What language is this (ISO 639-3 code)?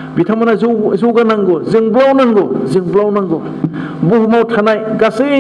brx